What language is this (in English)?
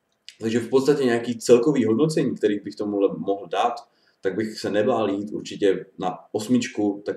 Czech